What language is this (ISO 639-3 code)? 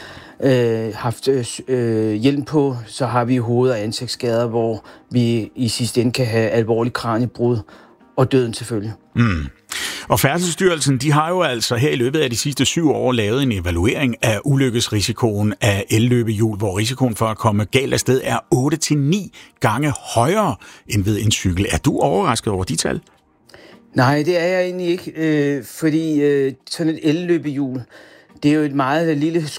dan